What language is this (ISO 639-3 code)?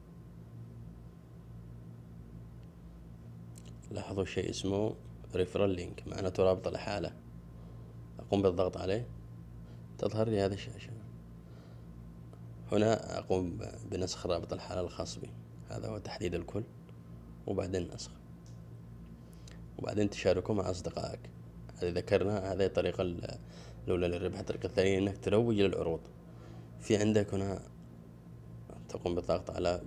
ara